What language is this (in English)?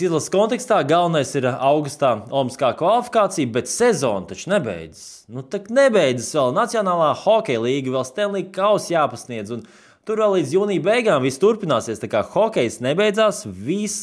Latvian